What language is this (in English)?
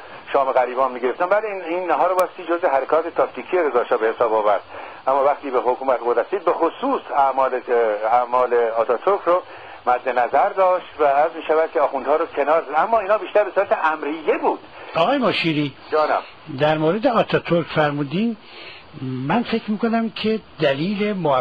Persian